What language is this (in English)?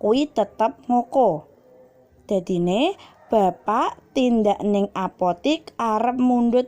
Javanese